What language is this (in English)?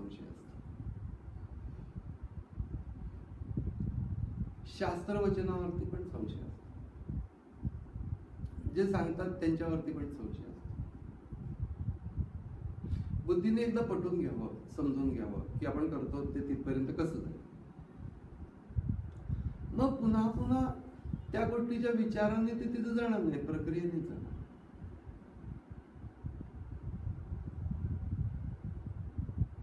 Marathi